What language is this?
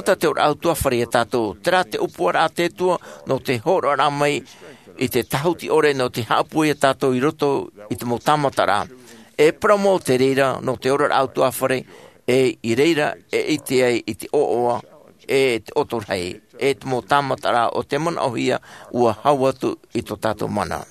Tahitian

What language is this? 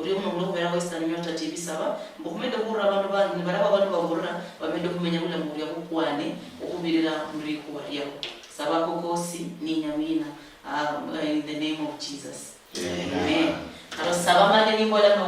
Luyia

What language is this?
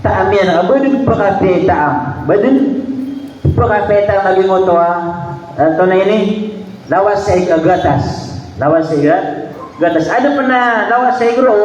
Maranao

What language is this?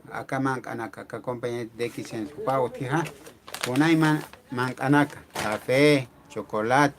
Aymara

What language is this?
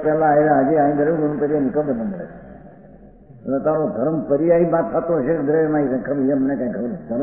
Gujarati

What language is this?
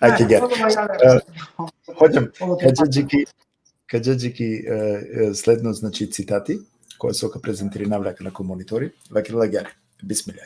Balkan Romani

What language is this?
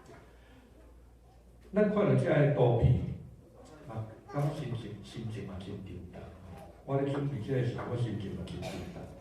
Min Nan Chinese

